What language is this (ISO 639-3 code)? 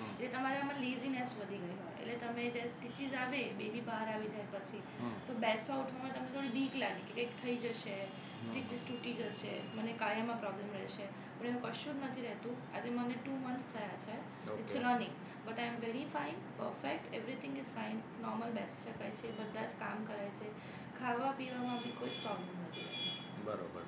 guj